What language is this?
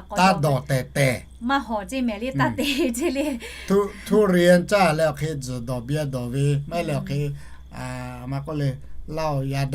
Lahu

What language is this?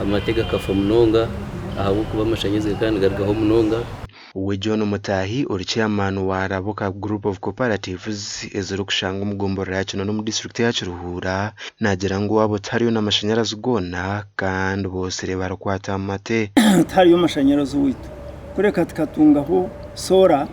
Nyankole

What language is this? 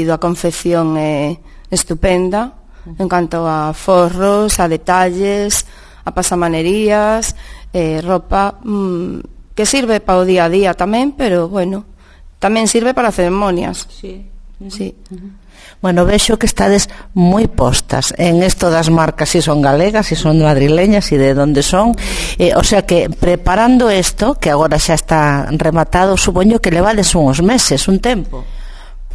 Galician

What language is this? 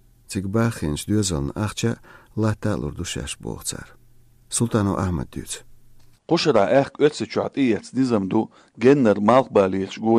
Chechen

